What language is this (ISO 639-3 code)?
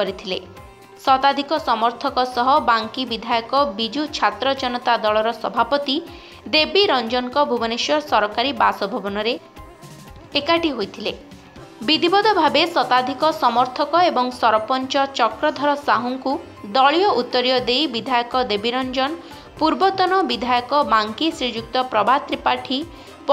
ori